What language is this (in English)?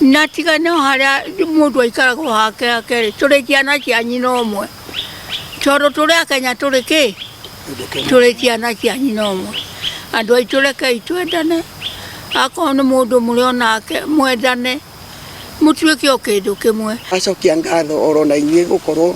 Kikuyu